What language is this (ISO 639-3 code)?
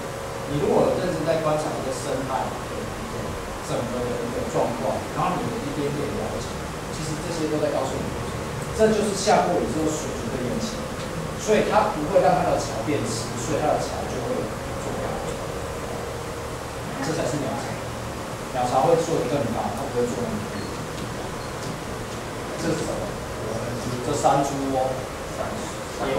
zho